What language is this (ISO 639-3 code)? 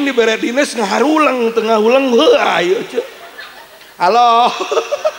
sun